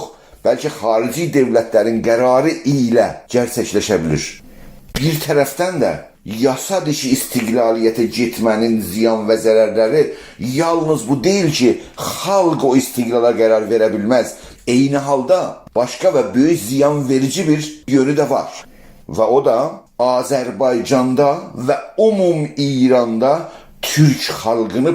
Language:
South Azerbaijani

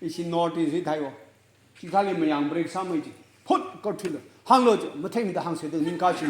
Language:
Tangkhul Naga (India)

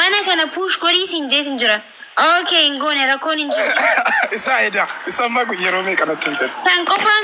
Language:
Oromo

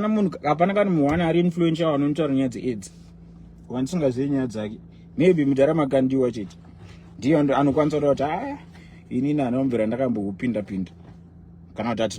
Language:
Shona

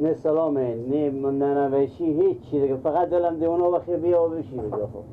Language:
Persian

